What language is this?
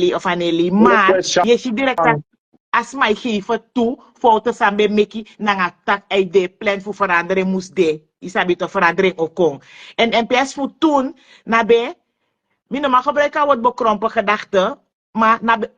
Sranan Tongo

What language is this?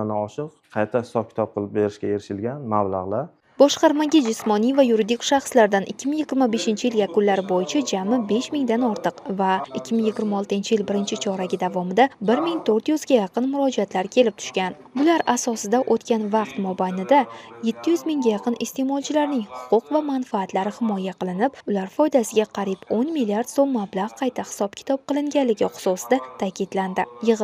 Uzbek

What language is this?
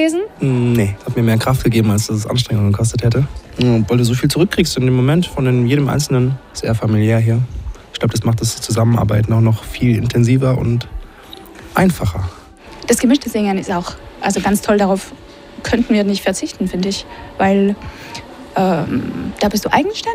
German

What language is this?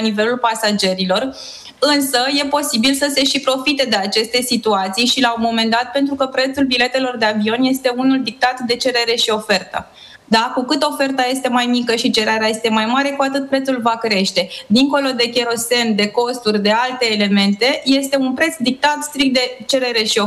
Romanian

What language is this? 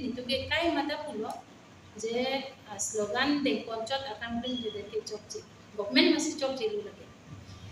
Karbi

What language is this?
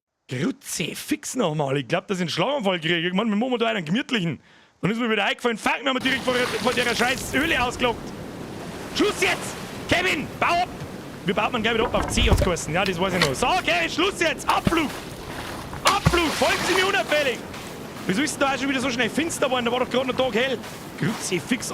Bavarian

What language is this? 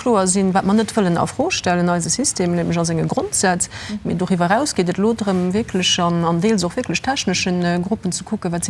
Luxembourgish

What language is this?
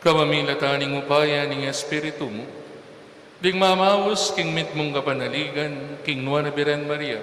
Pampanga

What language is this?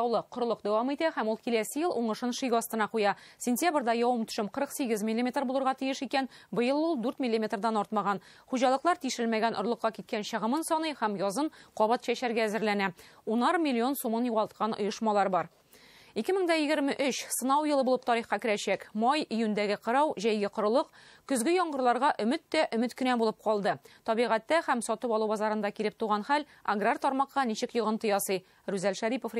Tatar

